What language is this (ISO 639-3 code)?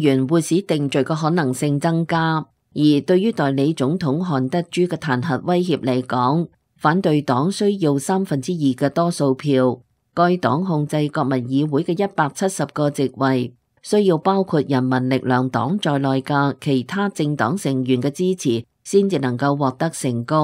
yue